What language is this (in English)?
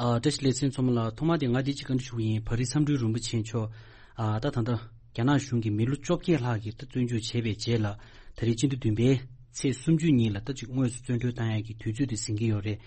Tibetan